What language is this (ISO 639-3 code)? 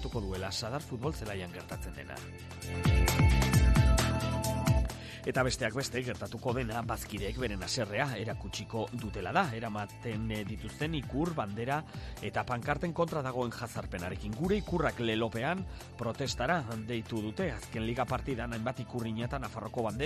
eus